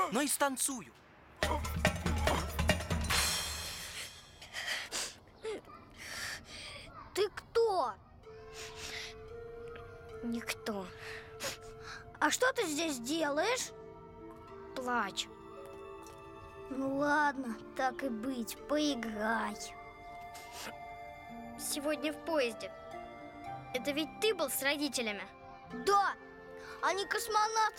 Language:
Russian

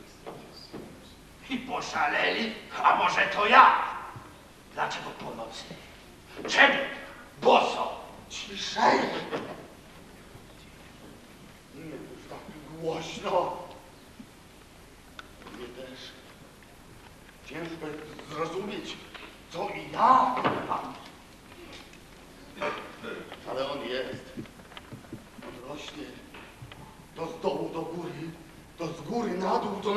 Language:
Polish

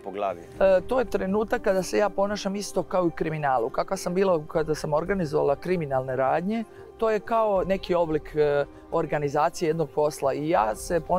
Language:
Serbian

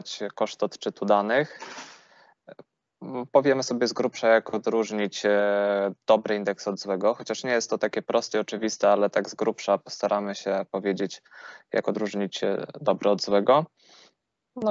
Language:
Polish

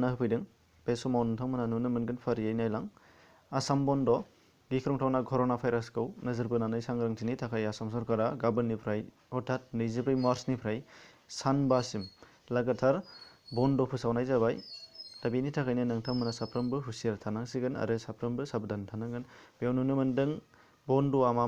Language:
Bodo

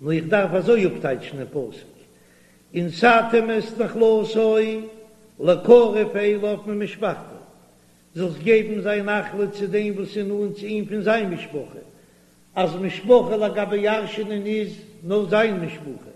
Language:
Yiddish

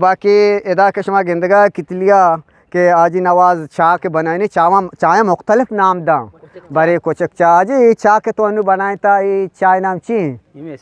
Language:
Eastern Balochi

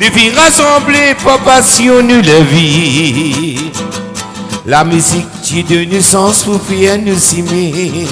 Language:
Réunion Creole French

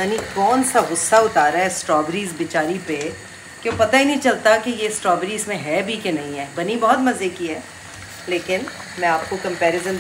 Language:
Hindi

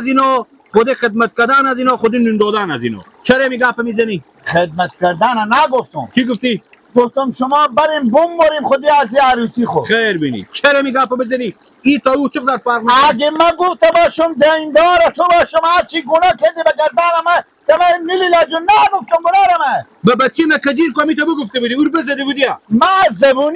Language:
Persian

